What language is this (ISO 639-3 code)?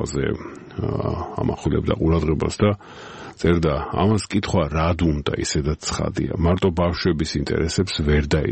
kat